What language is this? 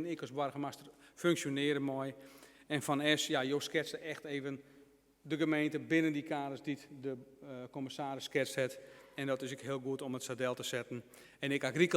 Western Frisian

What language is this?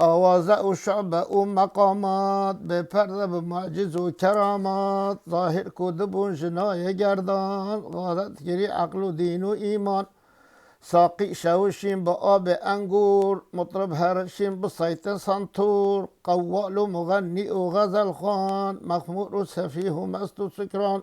Kurdish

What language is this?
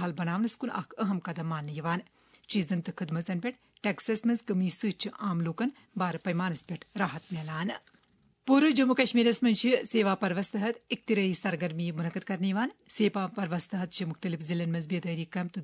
Kashmiri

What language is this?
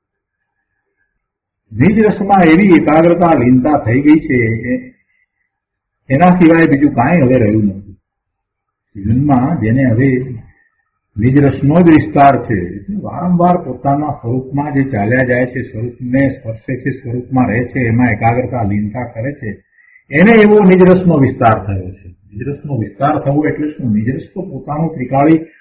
Gujarati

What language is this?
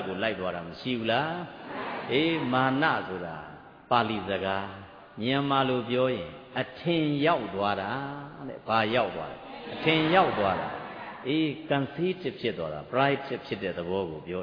Burmese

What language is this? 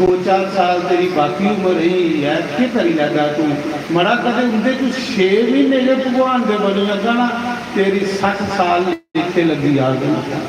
Dogri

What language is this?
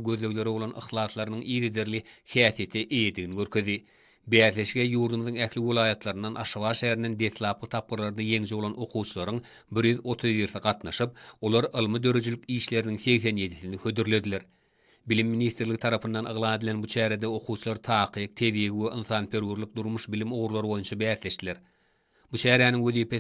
Turkmen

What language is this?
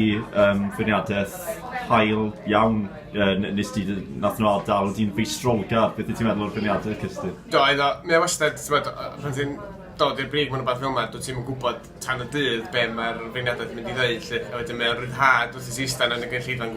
Welsh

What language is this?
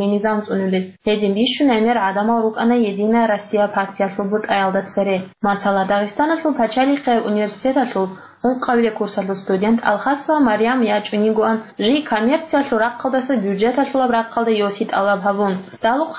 Avaric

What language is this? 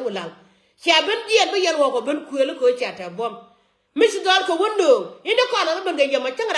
Nuer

